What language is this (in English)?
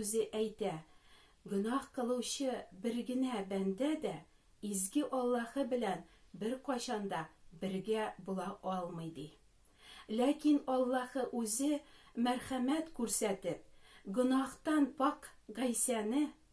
Tatar